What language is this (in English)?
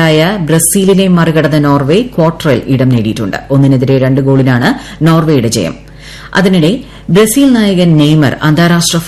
Malayalam